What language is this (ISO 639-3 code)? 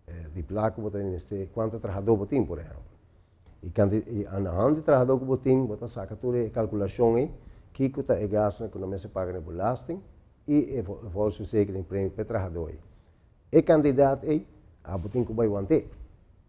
pap